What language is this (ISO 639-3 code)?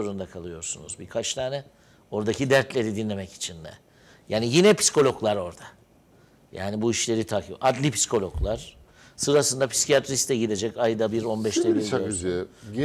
tur